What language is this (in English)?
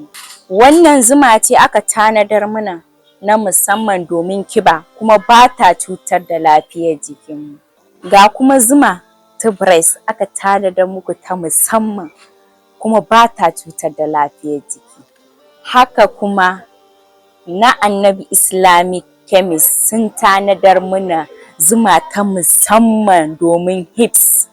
Hausa